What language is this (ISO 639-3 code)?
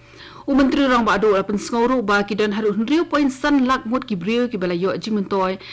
kha